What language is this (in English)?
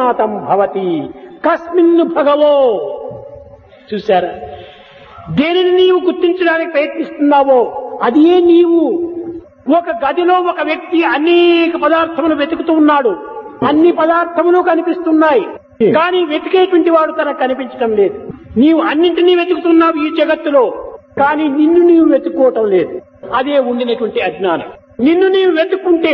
Telugu